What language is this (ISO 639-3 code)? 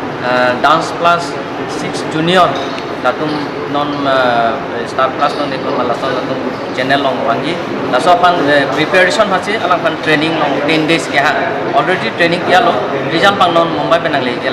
mjw